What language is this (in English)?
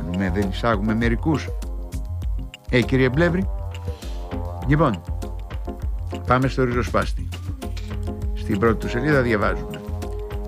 Greek